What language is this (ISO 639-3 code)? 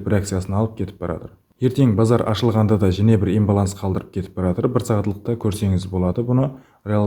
kaa